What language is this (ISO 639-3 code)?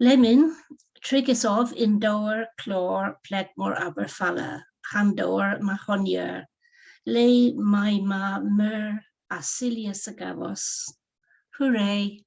cor